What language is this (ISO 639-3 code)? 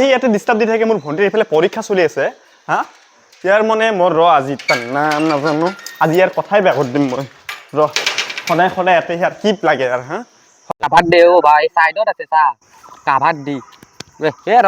asm